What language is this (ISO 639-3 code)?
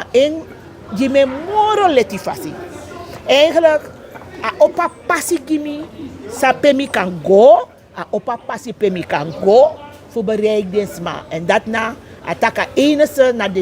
srn